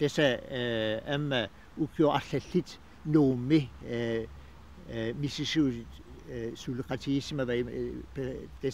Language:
Kalaallisut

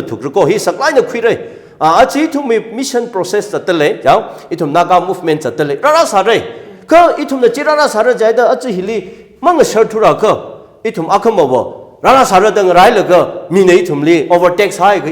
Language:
Tangkhul Naga (India)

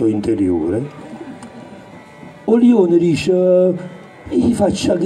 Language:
Italian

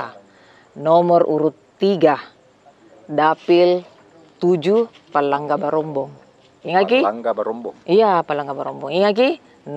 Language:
Makassar Malay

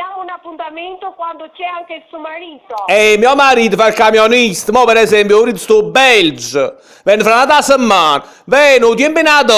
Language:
Neapolitan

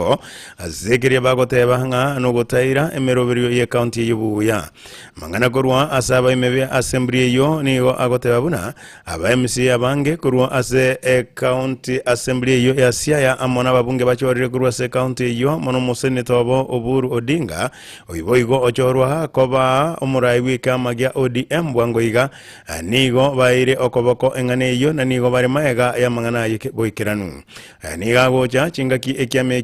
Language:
Gusii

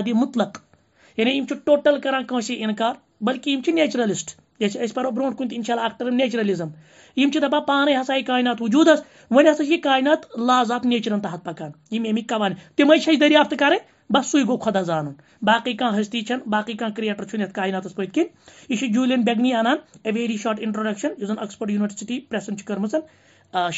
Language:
Kashmiri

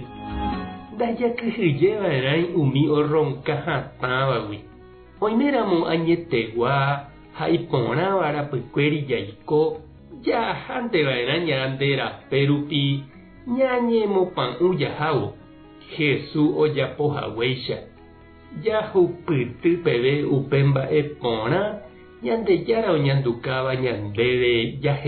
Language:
Guarani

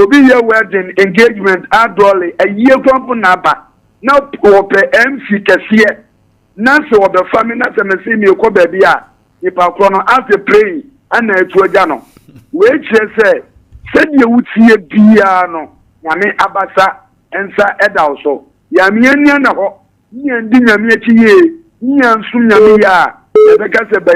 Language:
Akan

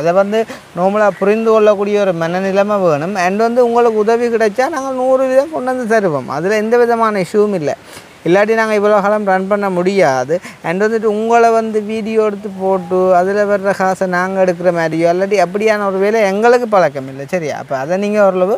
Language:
Tamil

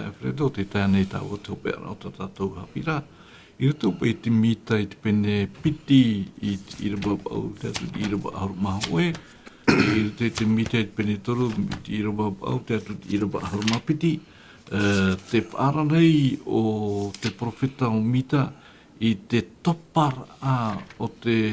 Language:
Tahitian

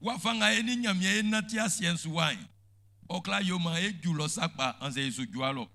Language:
Baoulé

